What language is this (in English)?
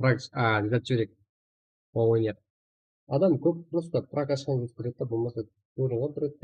Kara-Kalpak